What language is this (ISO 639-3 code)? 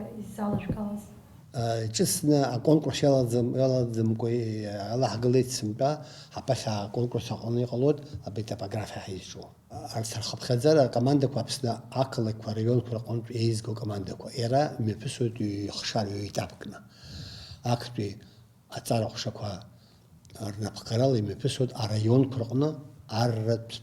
abk